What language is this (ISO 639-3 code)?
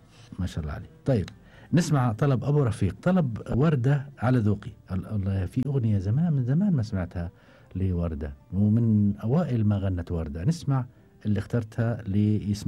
afb